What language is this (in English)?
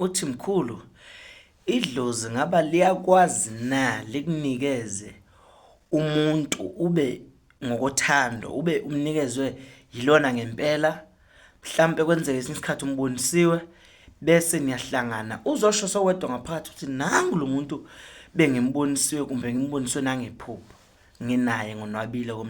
Zulu